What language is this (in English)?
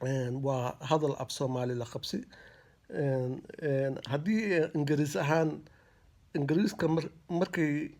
Somali